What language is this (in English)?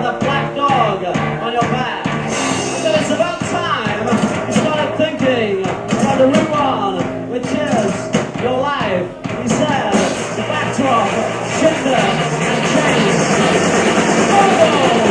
English